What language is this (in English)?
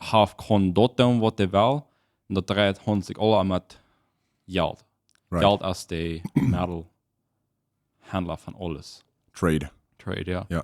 Plautdietsch